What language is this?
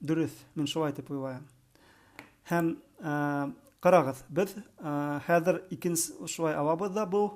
Bashkir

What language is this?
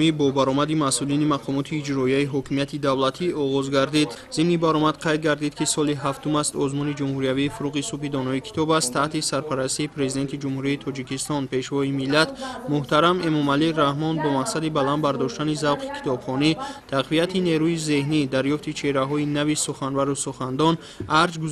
Tajik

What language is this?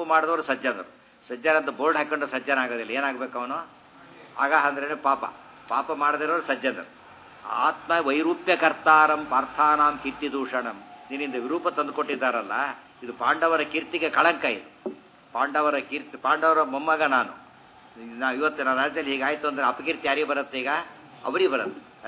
Kannada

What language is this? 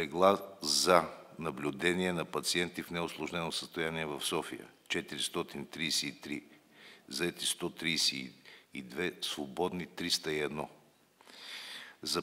Bulgarian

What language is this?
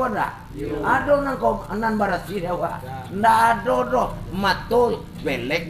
Minangkabau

